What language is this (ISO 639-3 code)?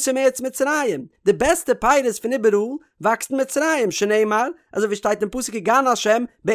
yid